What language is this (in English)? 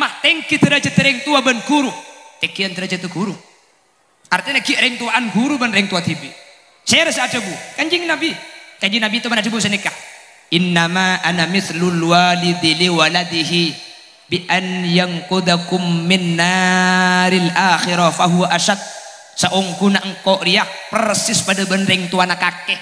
Madurese